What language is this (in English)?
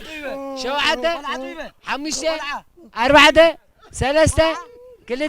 Tigrinya